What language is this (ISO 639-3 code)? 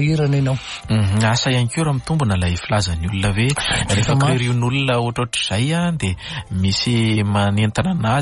mlg